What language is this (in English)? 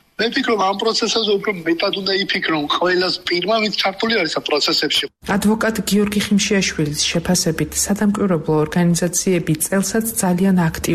Georgian